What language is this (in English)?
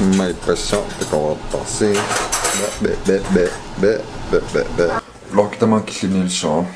Kalaallisut